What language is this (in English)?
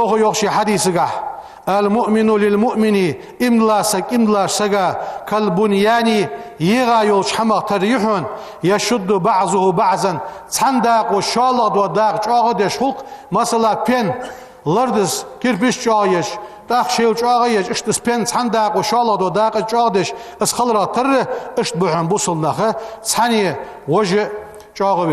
Ingush